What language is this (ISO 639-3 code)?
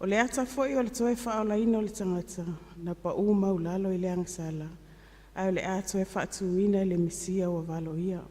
smo